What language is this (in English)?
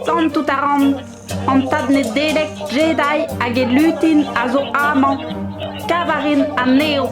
Breton